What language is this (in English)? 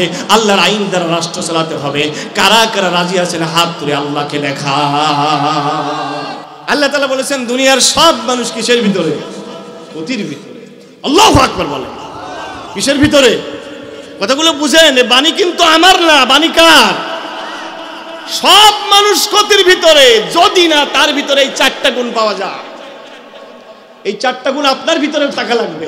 Bangla